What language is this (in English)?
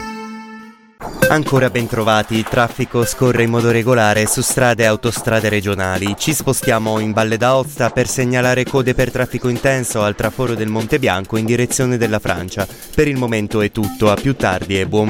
Italian